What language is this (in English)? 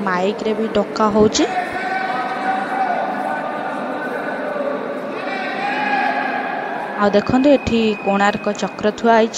Odia